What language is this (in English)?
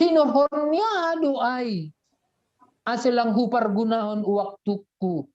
Batak Simalungun